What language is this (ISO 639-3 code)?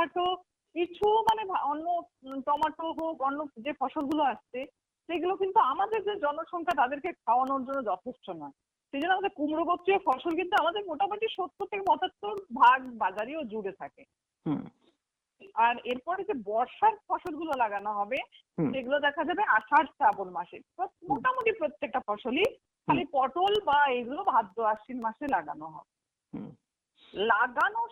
ben